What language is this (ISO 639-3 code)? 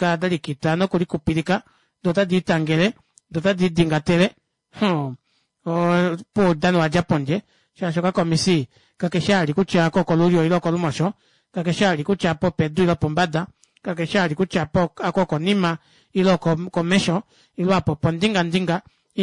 kua